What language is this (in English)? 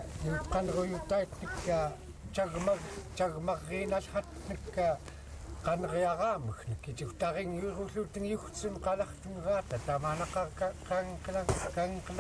Central Yupik